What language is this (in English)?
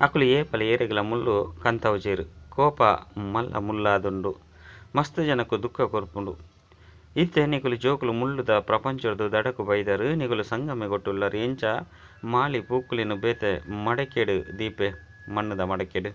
Tulu